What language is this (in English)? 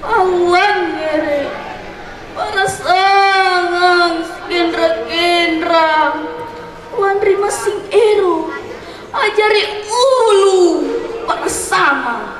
Makasar